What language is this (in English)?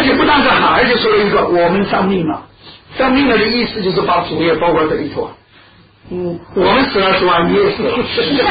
Chinese